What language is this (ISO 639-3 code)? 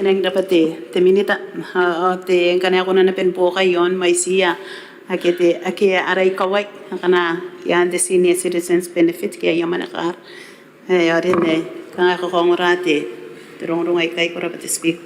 gil